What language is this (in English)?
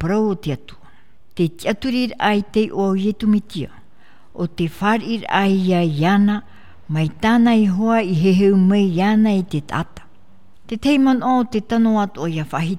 Tahitian